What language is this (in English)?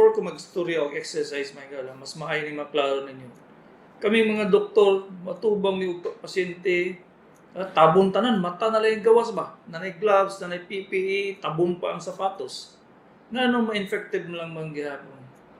Cebuano